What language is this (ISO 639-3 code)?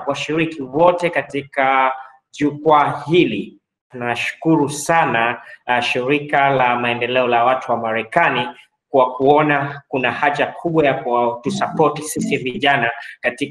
swa